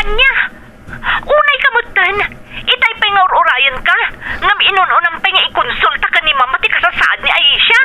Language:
Iloko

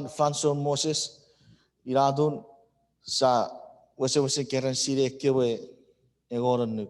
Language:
Chuukese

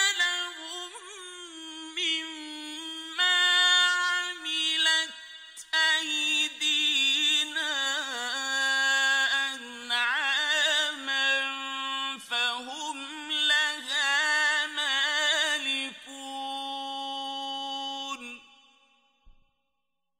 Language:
Arabic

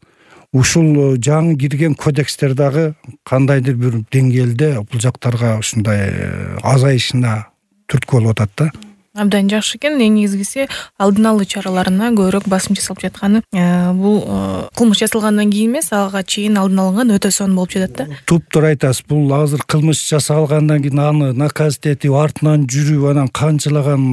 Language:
Kyrgyz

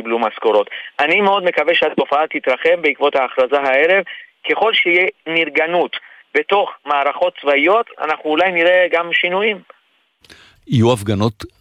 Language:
Hebrew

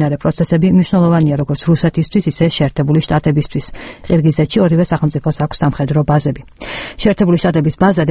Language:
Georgian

